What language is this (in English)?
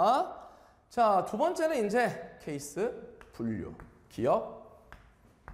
Korean